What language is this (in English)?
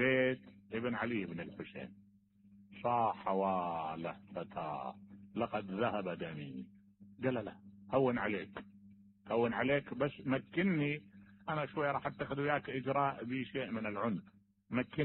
Mesopotamian Arabic